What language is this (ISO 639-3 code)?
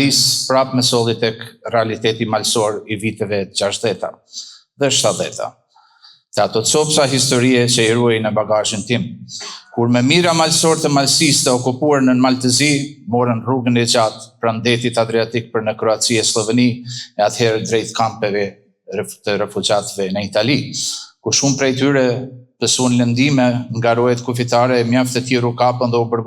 sqi